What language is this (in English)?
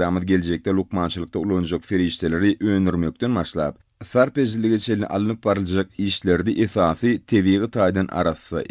Turkmen